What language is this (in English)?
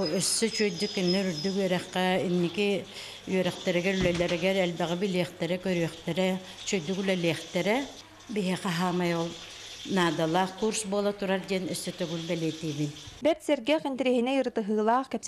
Yakut